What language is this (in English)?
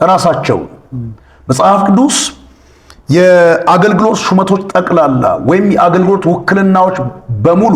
Amharic